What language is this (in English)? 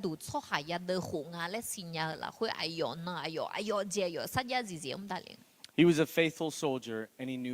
Akha